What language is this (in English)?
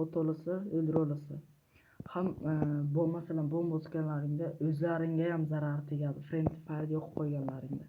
Uzbek